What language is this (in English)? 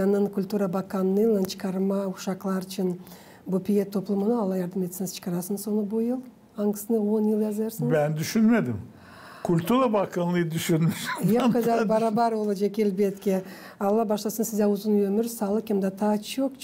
Gagauz